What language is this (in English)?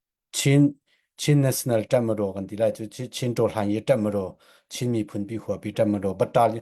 Falam Chin